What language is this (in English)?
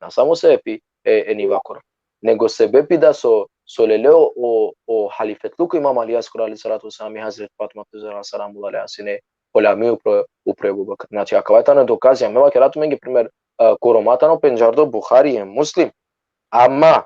Balkan Romani